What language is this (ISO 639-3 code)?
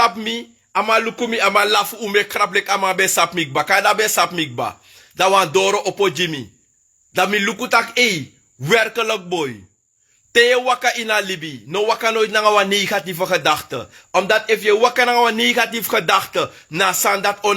srn